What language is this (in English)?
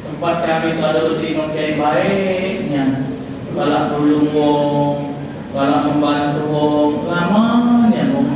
Musi